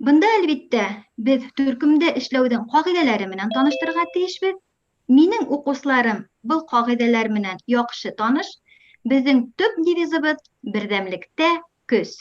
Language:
Bashkir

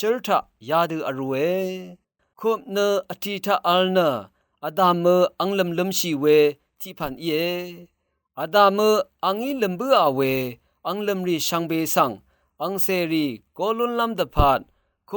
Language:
Rawang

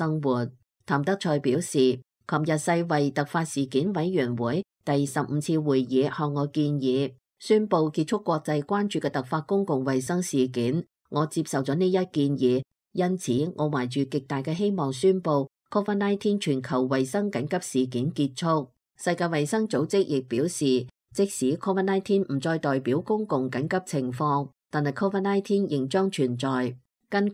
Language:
Cantonese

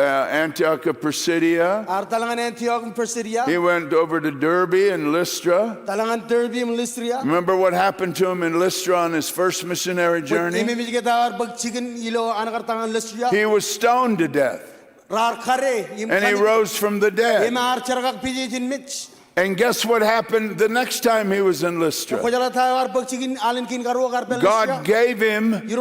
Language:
Marshallese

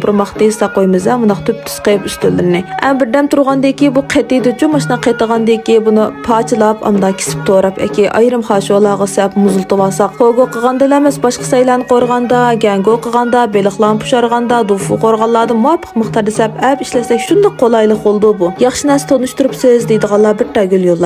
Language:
Uyghur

